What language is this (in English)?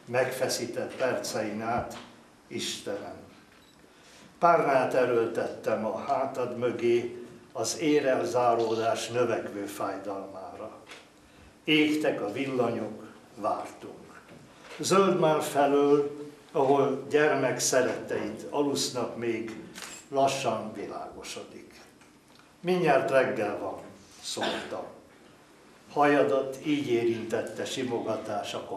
Hungarian